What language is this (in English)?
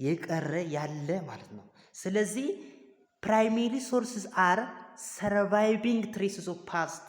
Amharic